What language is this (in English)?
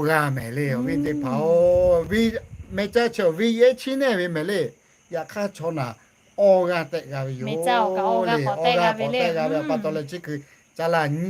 Lahu